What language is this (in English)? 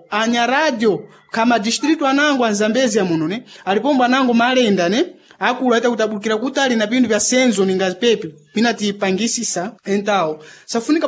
Sena